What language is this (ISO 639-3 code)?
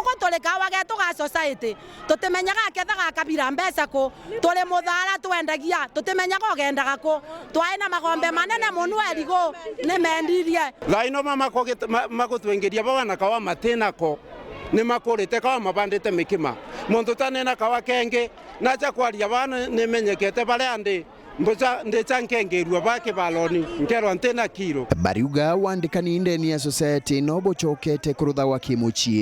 mer